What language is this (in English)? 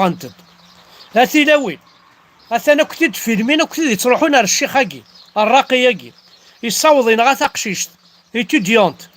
Kabyle